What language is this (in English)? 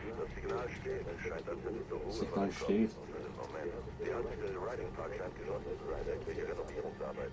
Bavarian